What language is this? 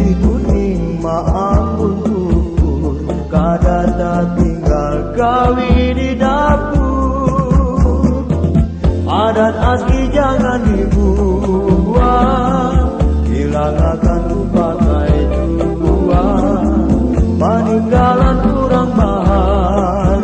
Banjar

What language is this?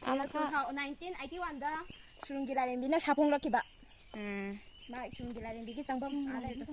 Manipuri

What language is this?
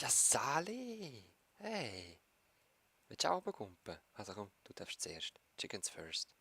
Swiss German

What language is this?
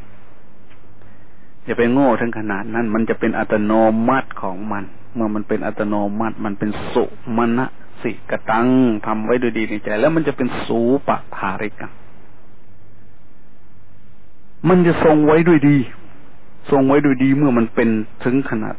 Thai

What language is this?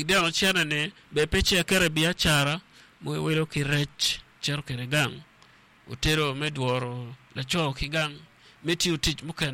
Acoli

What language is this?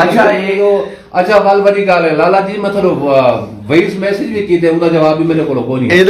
Saraiki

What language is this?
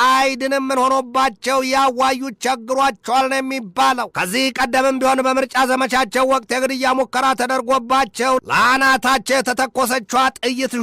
Amharic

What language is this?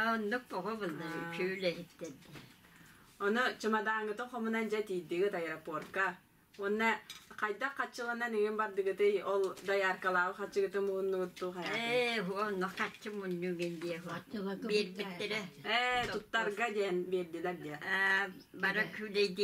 Yakut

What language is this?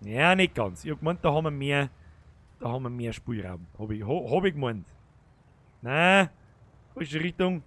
Bavarian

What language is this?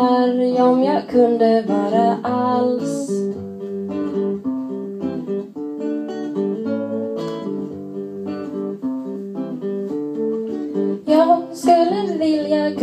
Swedish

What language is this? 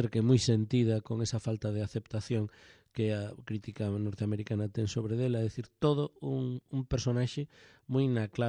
Galician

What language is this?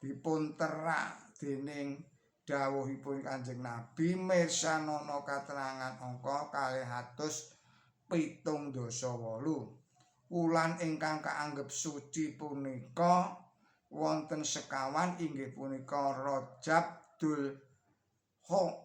Javanese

